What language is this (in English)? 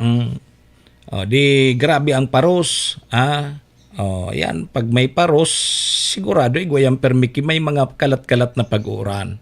Bikol